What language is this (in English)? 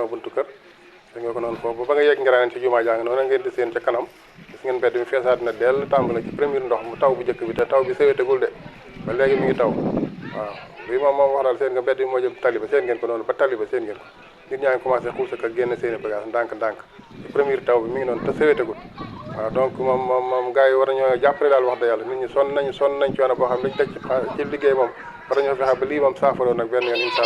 Wolof